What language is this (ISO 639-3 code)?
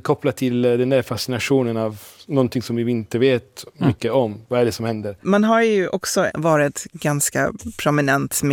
swe